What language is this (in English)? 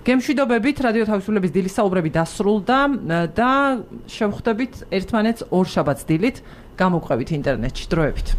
Georgian